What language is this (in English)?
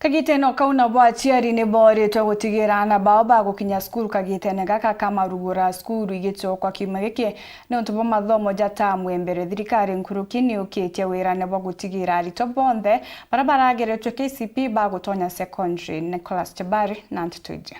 Meru